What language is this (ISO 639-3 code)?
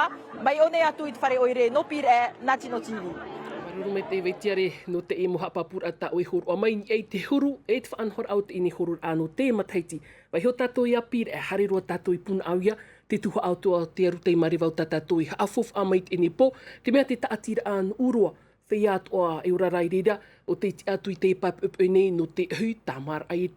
tah